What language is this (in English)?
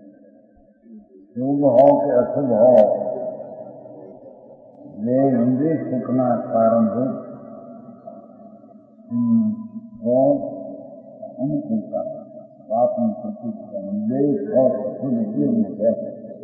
Gujarati